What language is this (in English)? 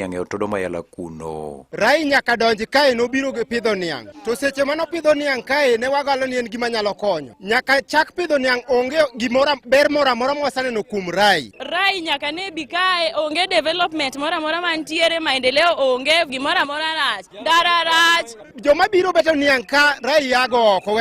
Luo (Kenya and Tanzania)